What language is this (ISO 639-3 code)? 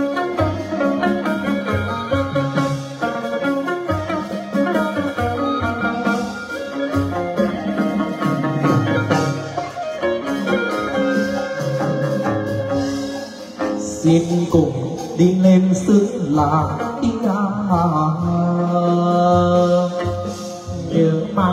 vie